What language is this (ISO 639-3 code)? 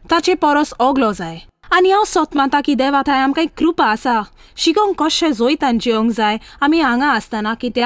kok